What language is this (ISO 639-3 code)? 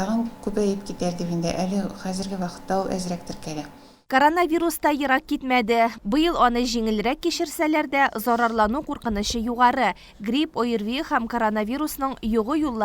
tat